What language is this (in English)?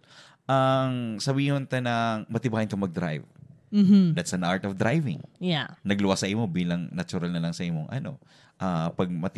Bikol